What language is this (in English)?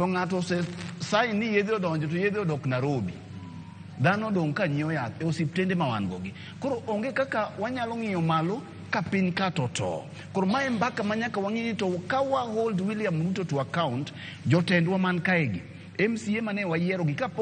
Luo (Kenya and Tanzania)